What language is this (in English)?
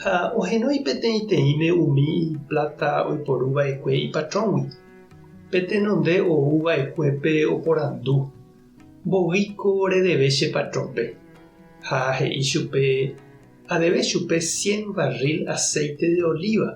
Guarani